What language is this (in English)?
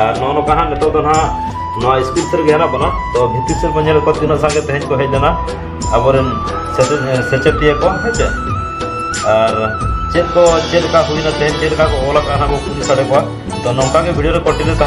Santali